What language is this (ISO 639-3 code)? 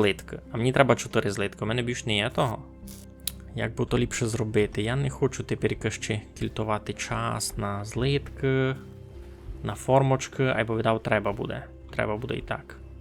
rue